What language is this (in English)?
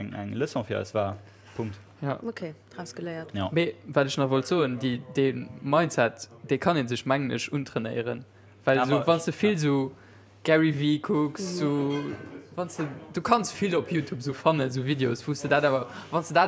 Luxembourgish